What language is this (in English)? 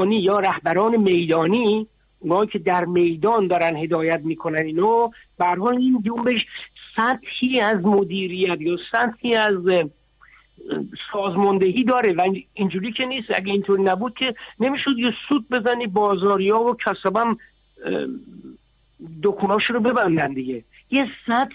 Persian